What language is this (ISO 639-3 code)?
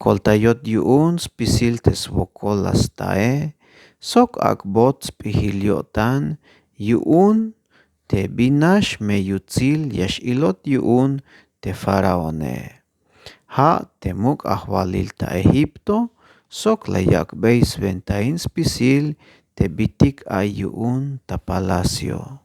tzh